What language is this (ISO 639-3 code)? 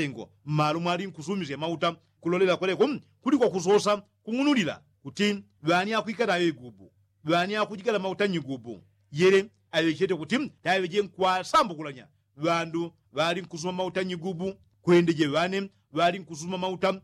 yao